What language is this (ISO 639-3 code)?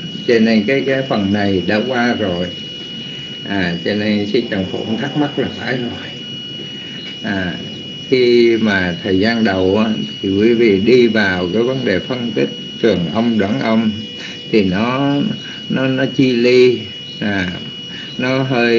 vie